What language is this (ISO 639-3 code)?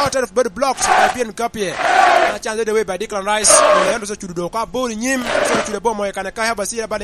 laj